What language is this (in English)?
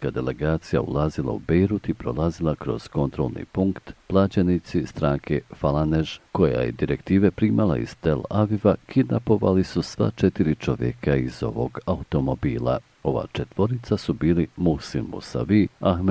Bosnian